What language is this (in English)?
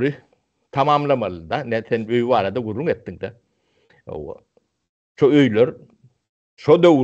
Turkmen